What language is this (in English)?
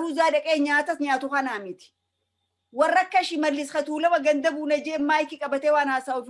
Oromo